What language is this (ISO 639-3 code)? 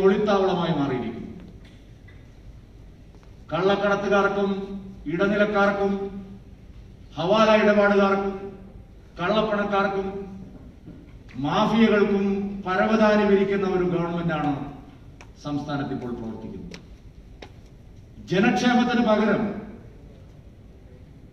mal